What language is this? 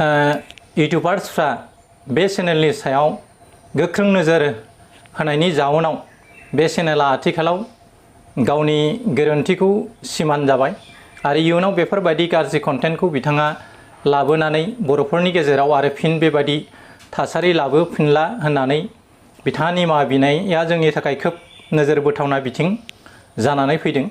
Bodo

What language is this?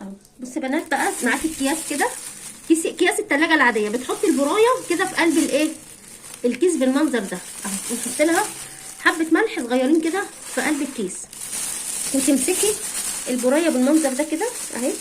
Egyptian Arabic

